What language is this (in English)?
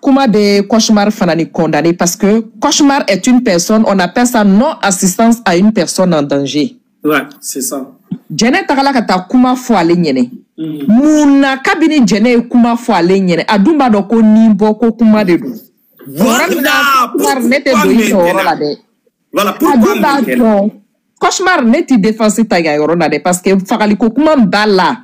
Bambara